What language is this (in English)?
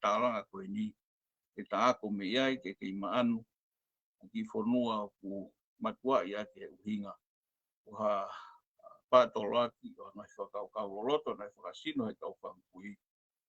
Tongan